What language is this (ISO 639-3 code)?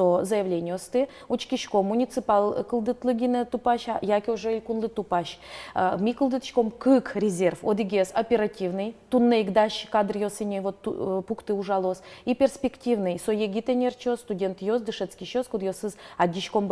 udm